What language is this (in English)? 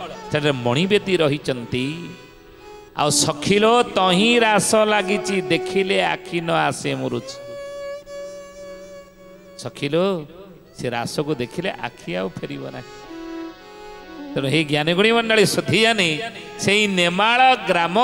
Odia